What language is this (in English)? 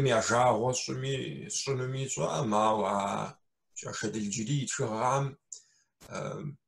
Kabardian